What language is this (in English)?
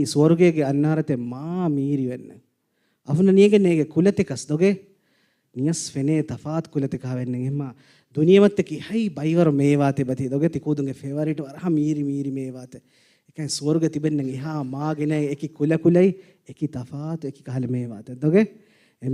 Divehi